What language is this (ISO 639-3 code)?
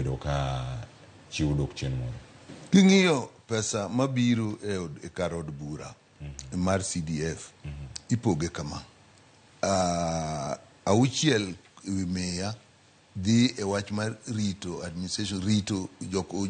luo